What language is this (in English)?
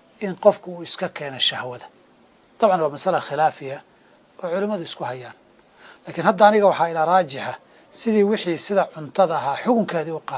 Somali